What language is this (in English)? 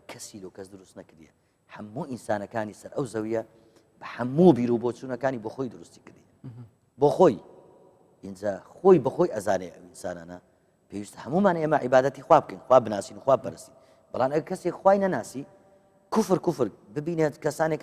Central Kurdish